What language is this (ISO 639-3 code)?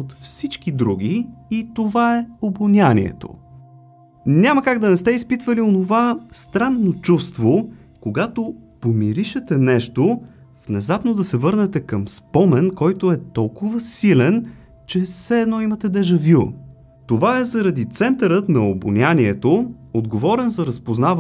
bul